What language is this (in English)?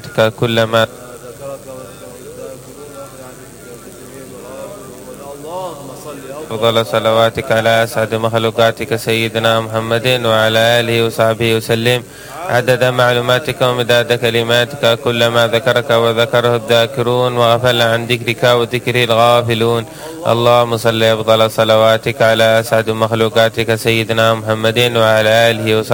Arabic